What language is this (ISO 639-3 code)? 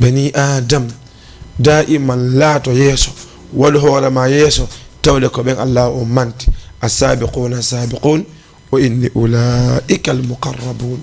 ful